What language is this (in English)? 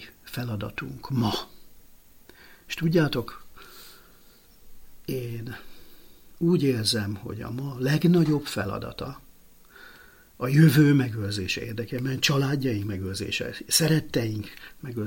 Hungarian